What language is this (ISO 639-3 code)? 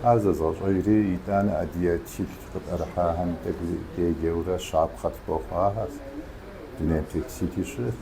kbd